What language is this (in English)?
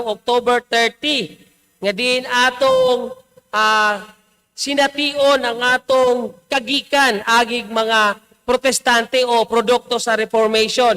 Cebuano